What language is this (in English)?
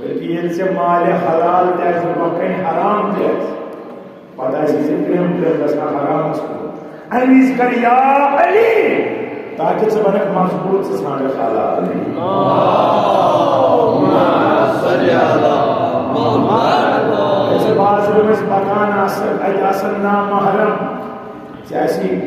Kashmiri